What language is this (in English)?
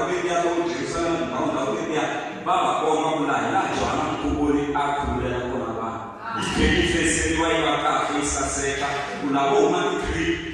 Tsonga